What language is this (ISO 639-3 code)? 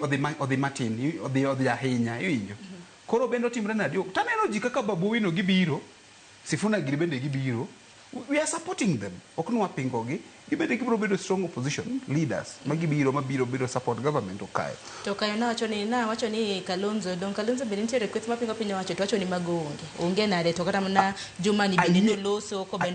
luo